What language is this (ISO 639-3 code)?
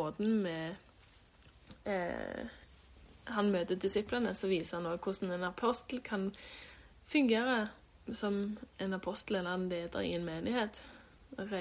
nor